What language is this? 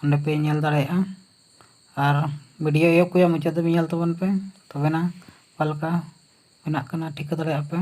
Santali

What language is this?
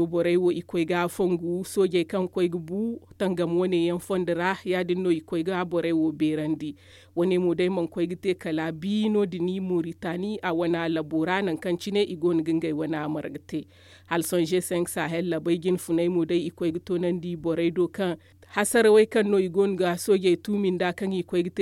Zarma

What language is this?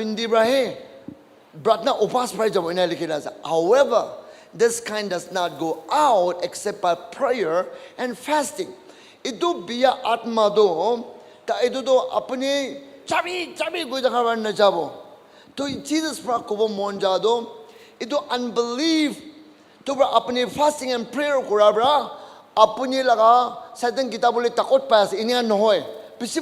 Naga Pidgin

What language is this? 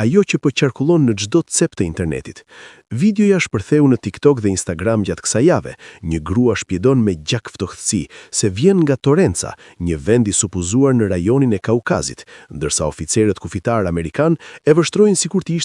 Albanian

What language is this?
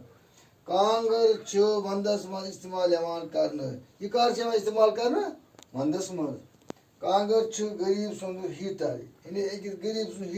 Kashmiri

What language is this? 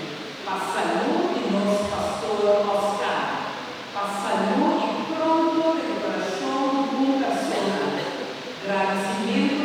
Papiamento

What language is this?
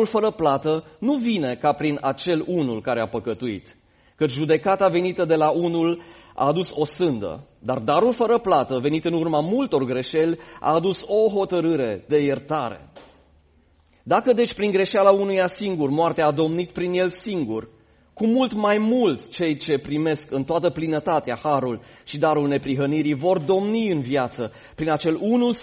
Romanian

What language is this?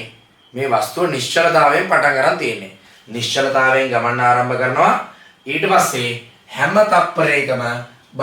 Sinhala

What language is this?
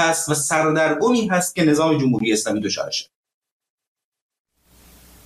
Persian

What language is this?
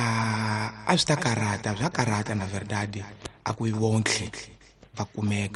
Tsonga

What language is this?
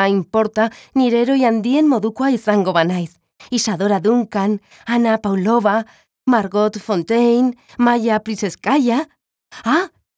Basque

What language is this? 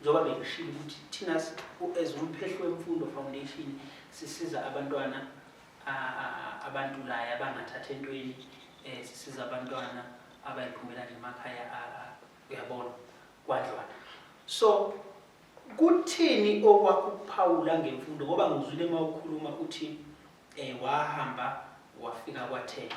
Zulu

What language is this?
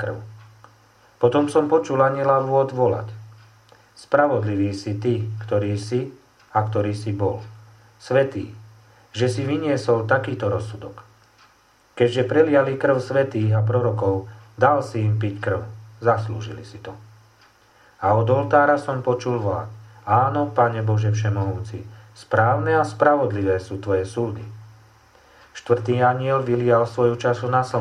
Slovak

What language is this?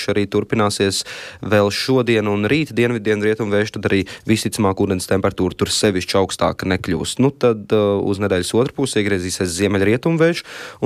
Latvian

